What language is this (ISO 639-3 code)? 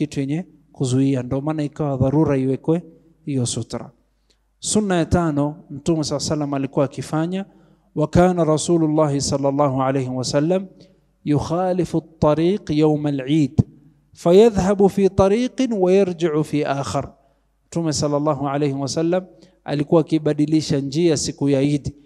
swa